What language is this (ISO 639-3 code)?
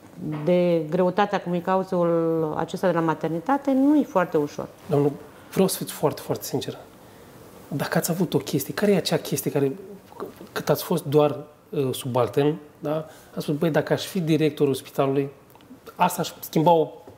ron